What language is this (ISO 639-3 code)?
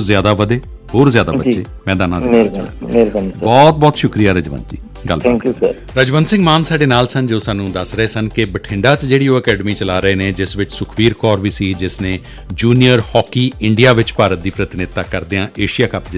pan